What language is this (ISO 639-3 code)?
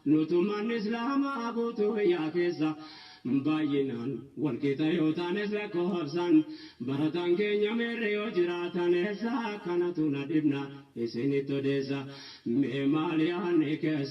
orm